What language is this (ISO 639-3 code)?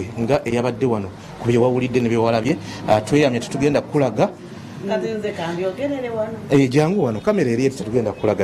lug